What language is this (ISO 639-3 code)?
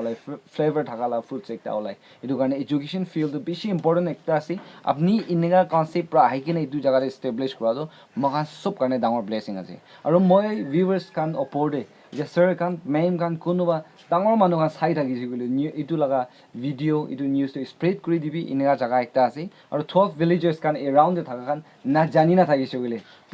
nag